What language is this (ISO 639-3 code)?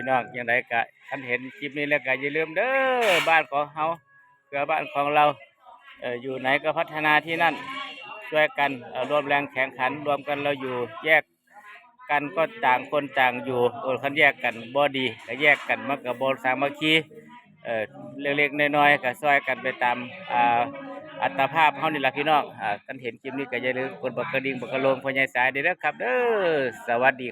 tts